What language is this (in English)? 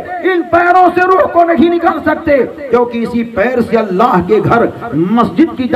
Urdu